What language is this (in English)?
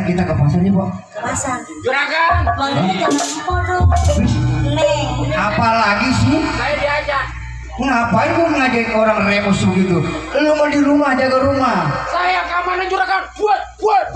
Betawi